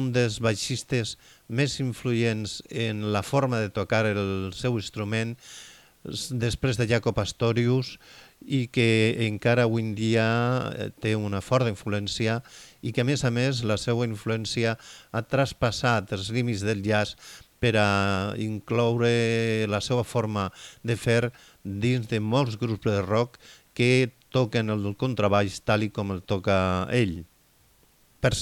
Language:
Catalan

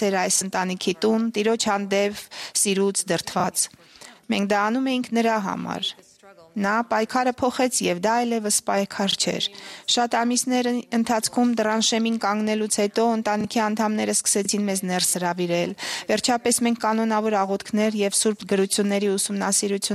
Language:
Armenian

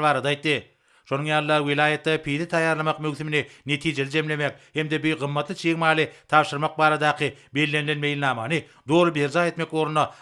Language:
Turkmen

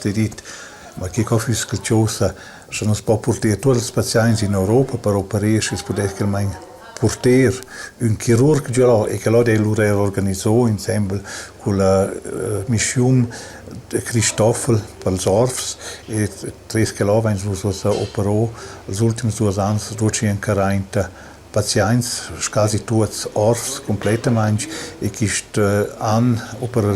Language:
Romansh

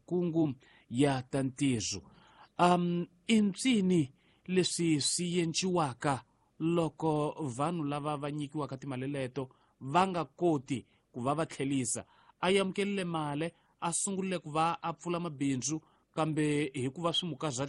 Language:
Tsonga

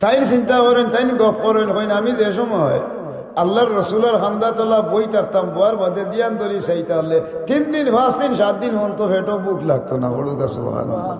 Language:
Sylheti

